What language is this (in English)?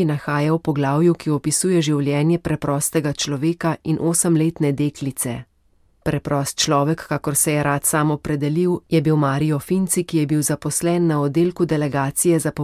Slovenian